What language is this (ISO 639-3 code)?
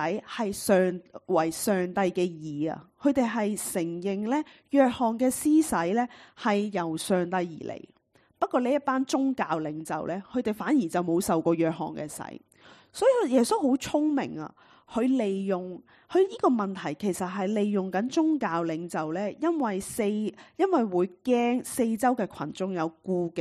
yue